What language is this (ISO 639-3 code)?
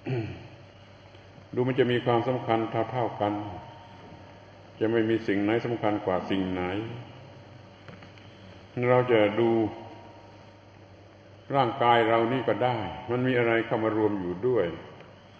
tha